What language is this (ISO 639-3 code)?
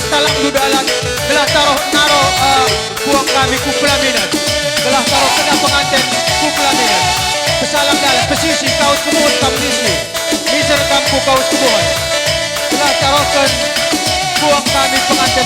btx